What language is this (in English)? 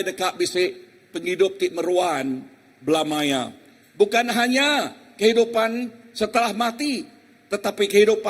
Iban